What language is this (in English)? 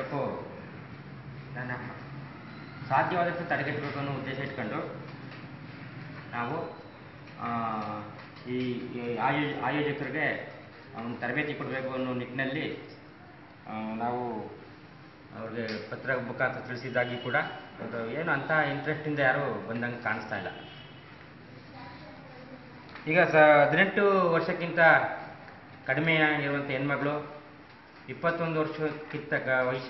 Kannada